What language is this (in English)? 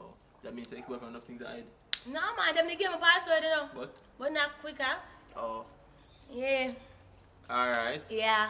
Jamaican Creole English